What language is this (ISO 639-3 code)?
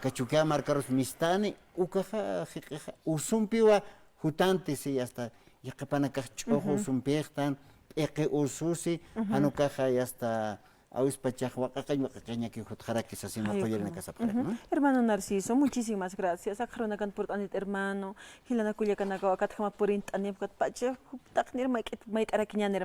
aym